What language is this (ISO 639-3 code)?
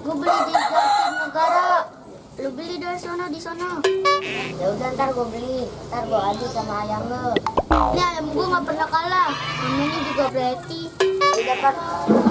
bew